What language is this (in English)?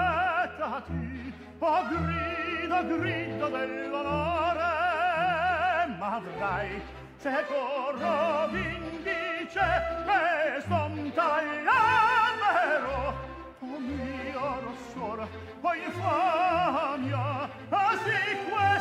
Italian